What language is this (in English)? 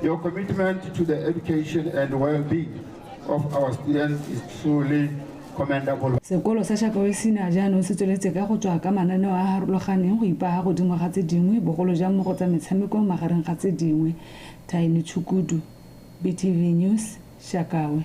Tswana